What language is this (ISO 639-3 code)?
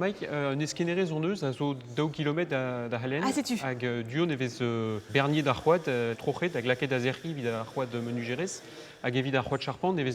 bre